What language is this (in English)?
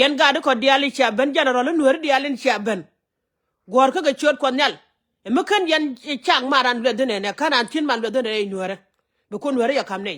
Nuer